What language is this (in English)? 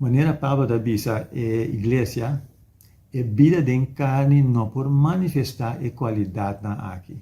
Papiamento